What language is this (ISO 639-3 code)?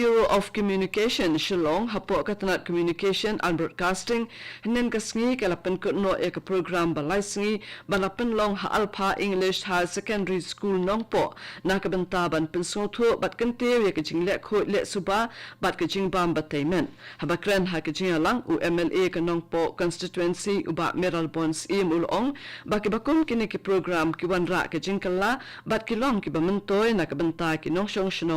kha